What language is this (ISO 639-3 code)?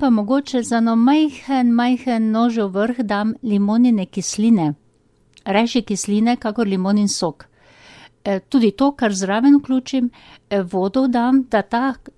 slv